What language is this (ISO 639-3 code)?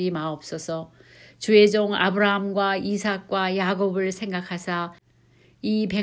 kor